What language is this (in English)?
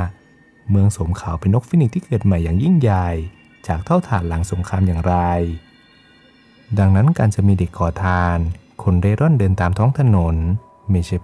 Thai